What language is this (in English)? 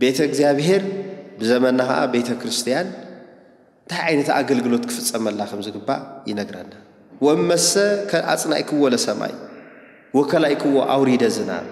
Tigrinya